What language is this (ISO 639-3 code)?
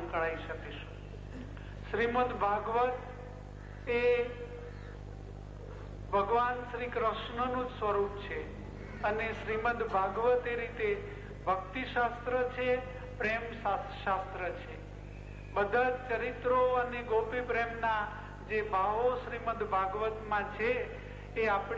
guj